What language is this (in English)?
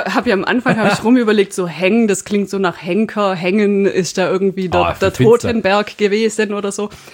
German